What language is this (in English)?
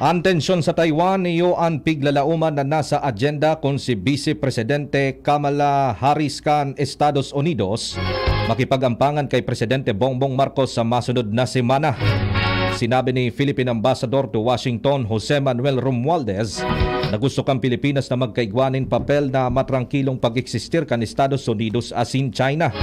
Bikol